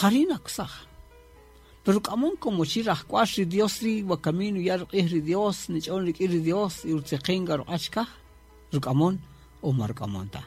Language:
Kaqchikel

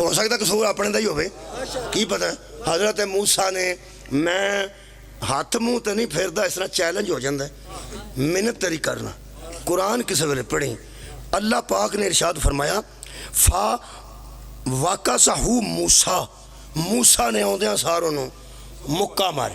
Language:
Pahari-Potwari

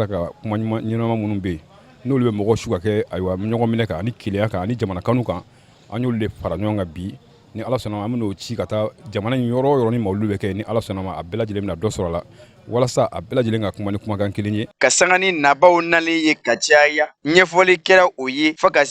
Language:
Bambara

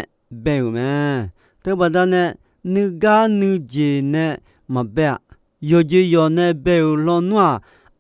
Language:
Akha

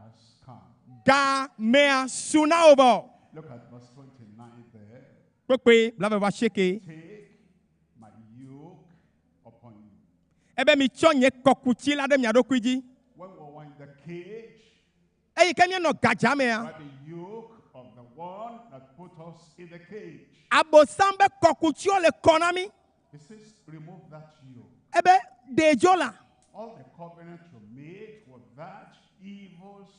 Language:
Ewe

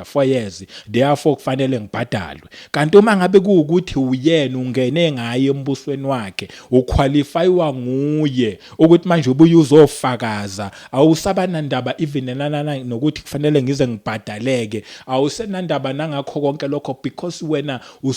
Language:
Zulu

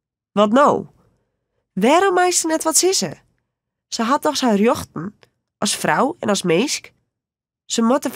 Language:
Western Frisian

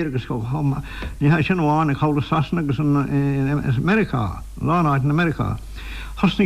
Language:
Irish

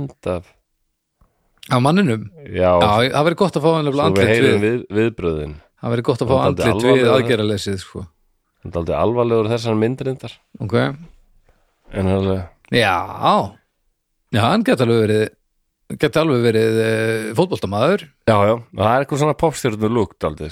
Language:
Icelandic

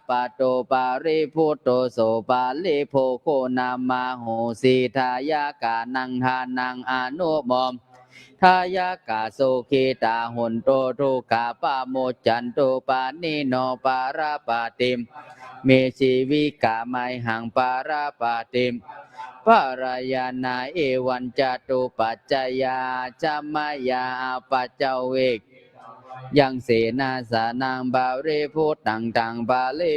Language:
Pali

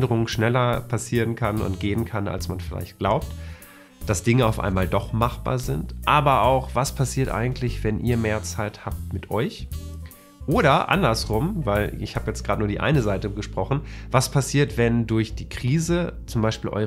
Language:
German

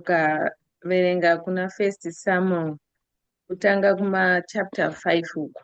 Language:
Shona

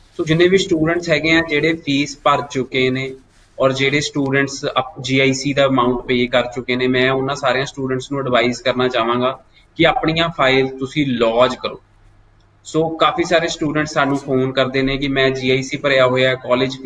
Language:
Punjabi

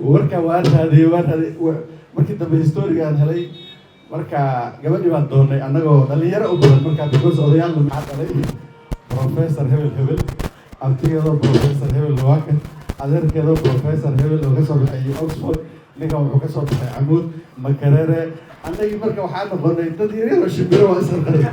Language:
Somali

